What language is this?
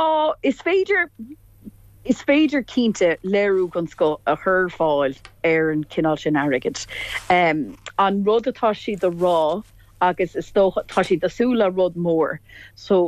Irish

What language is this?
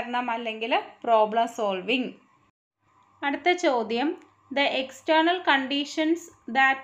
Malayalam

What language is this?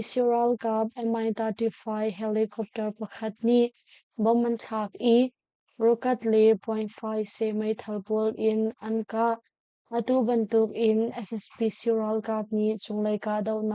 Hakha Chin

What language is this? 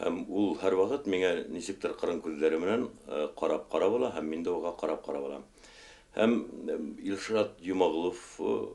Bashkir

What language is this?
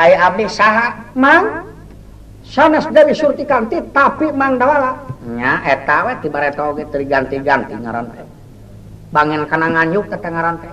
Sundanese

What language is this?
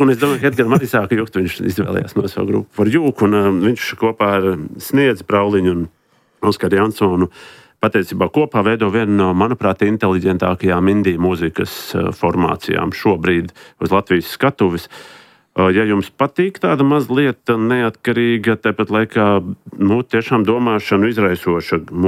Latvian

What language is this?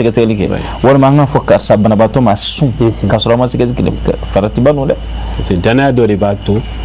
Bambara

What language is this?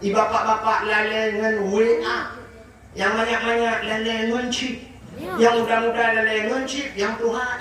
Achinese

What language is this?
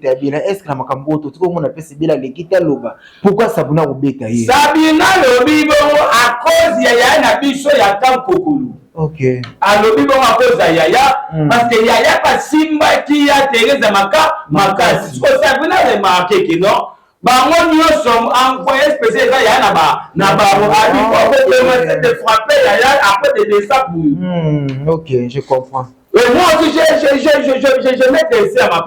Lingala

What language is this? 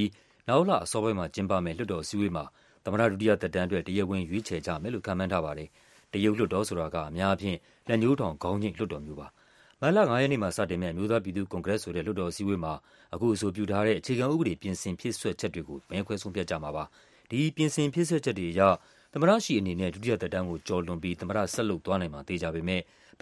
Burmese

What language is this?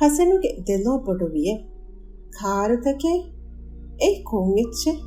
Divehi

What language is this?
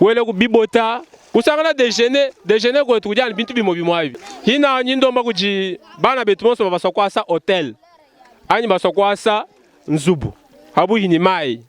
Luba-Lulua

